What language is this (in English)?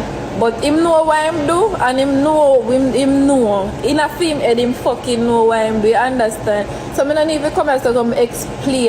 Jamaican Creole English